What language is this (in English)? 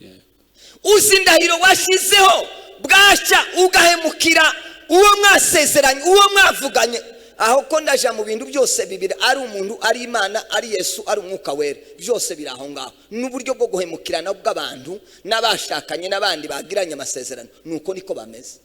Kinyarwanda